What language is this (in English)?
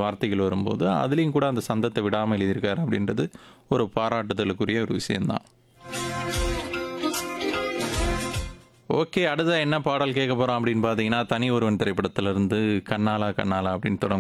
Tamil